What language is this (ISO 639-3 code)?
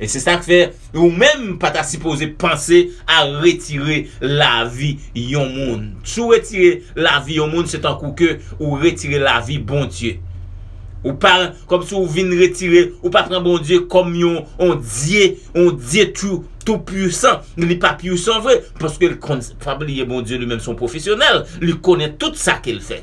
hat